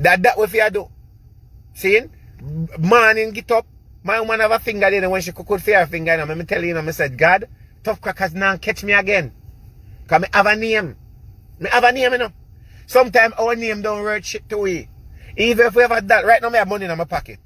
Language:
Jamaican Creole English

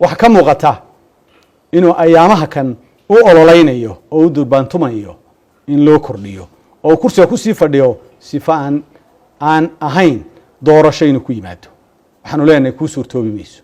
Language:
Somali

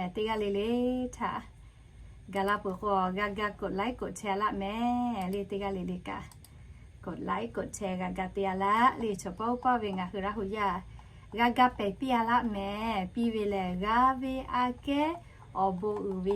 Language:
Lahu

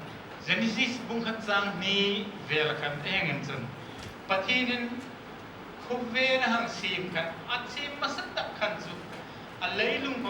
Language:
Hmar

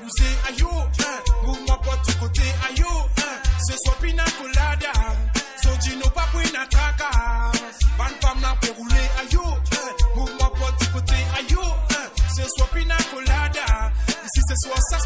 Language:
Morisyen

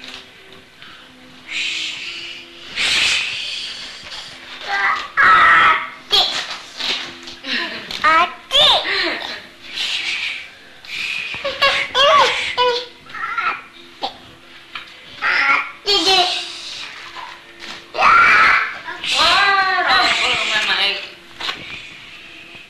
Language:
Indonesian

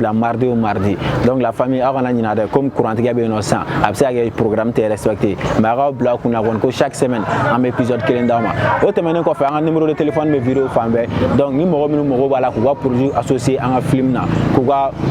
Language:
Bambara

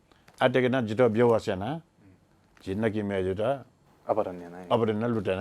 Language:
Newari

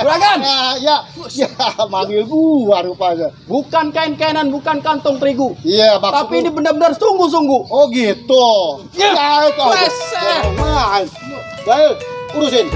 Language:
Betawi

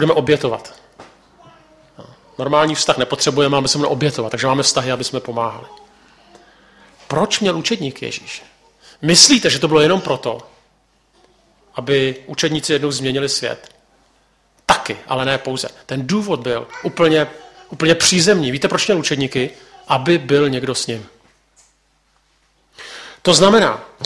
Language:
Czech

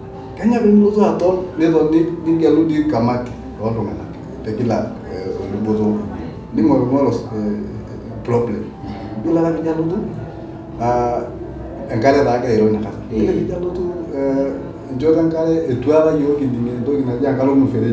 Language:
Masai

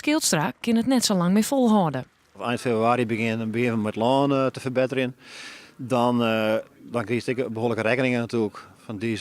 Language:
Western Frisian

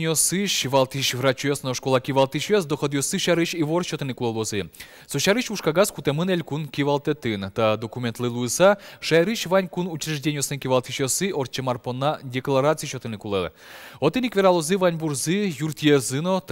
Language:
Udmurt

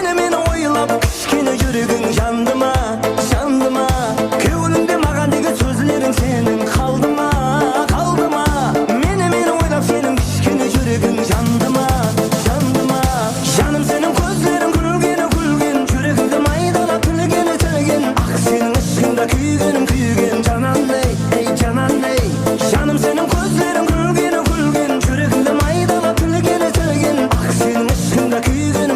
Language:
Kara-Kalpak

